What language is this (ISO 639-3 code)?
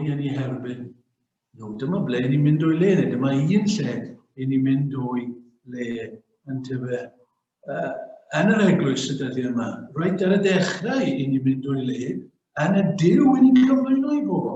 cym